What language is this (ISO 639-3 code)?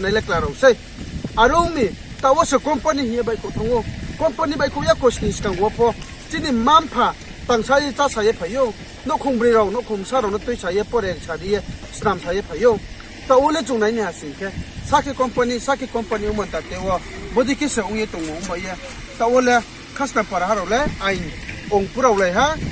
ria